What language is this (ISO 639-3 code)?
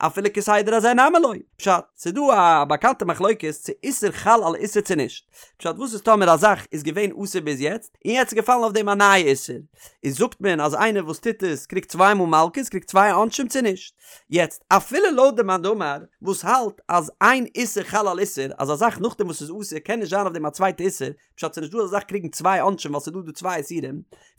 yid